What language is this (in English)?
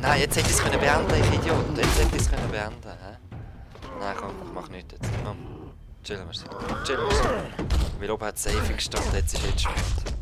Swiss German